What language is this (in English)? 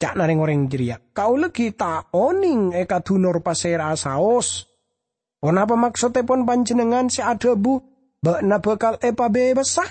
Madurese